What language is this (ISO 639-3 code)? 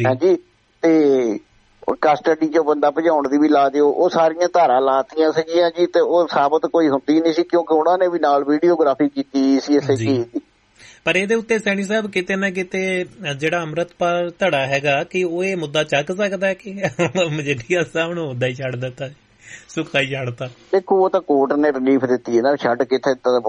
pan